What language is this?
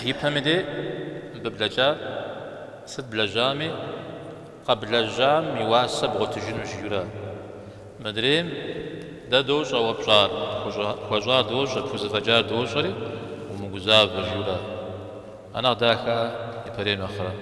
Kabardian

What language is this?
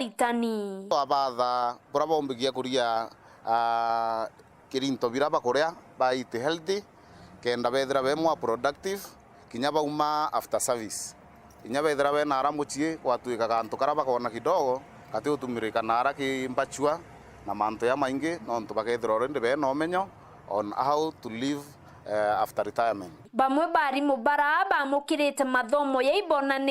Meru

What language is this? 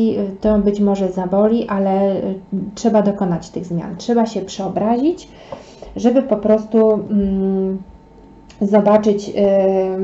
Polish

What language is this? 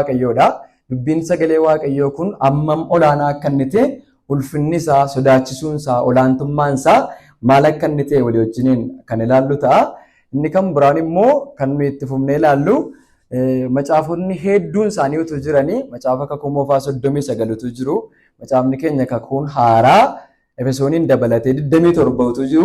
Oromo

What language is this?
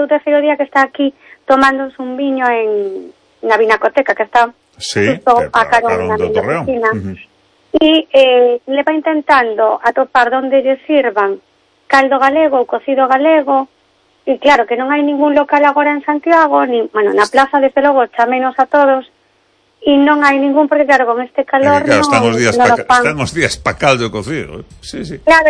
Galician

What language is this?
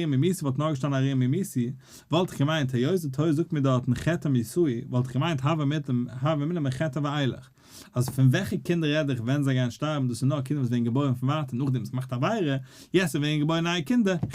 Yiddish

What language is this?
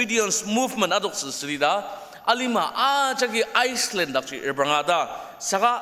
Ao Naga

